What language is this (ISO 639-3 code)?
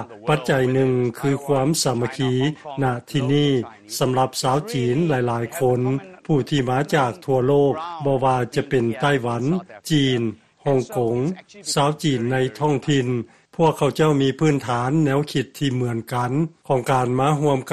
lao